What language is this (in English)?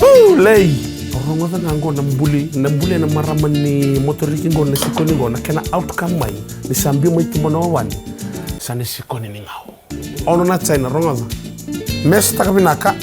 Fijian